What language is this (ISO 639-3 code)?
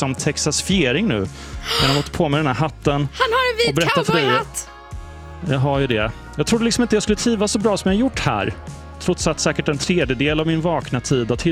swe